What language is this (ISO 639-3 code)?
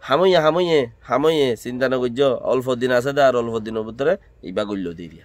rhg